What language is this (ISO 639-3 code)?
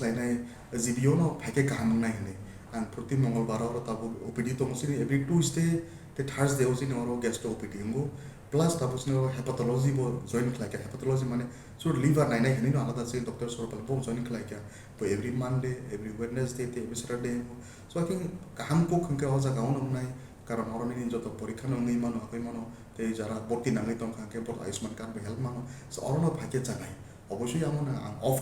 trp